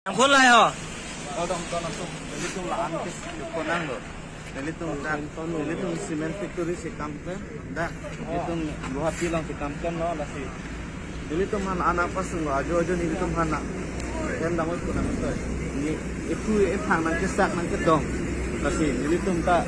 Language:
Karbi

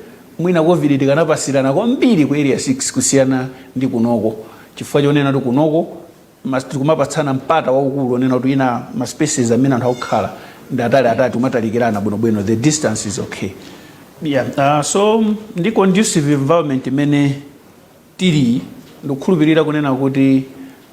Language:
Nyanja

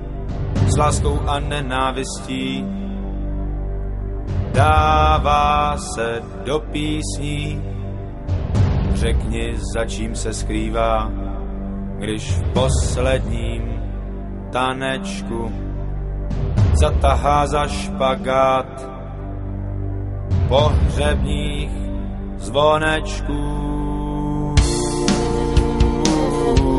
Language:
Czech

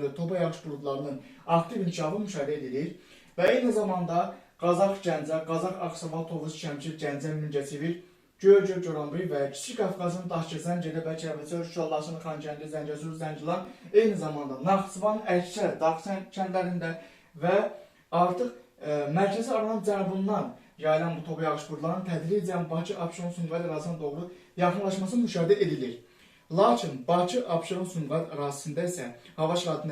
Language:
Azerbaijani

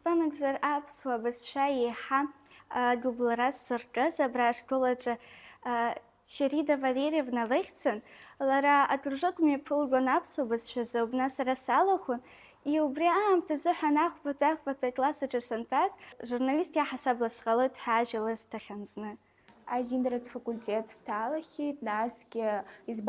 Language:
Abkhazian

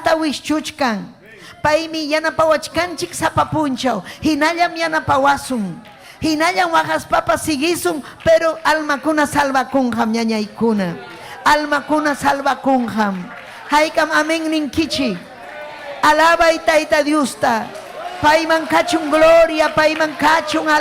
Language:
Ayacucho Quechua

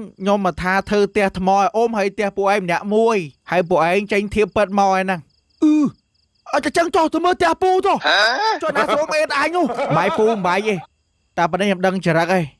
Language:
Khmer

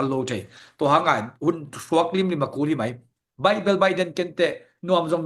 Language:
Tedim Chin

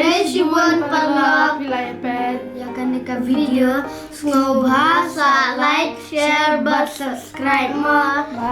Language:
Khasi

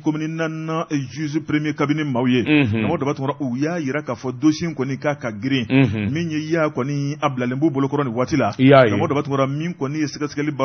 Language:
Bambara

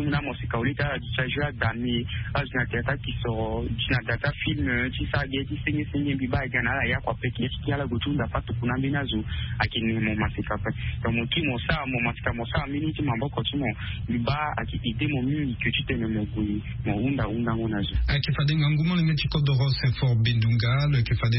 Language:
Sango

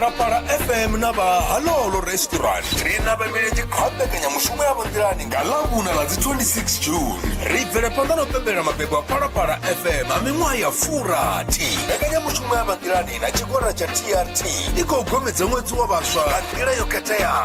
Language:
Venda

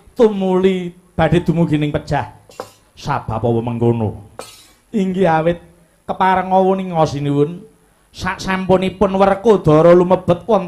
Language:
Javanese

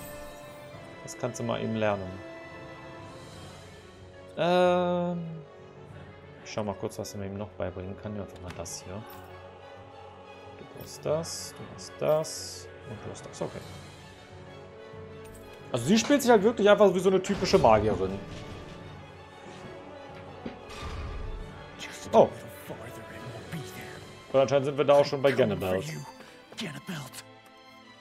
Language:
German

